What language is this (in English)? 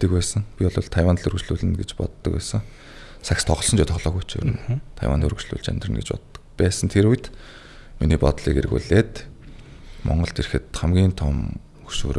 Mongolian